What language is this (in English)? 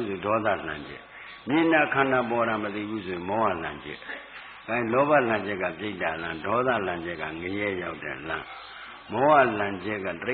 Burmese